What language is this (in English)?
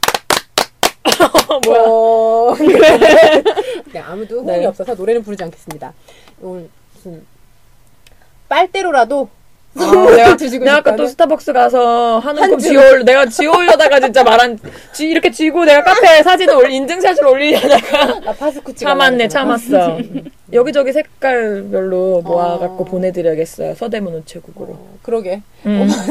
Korean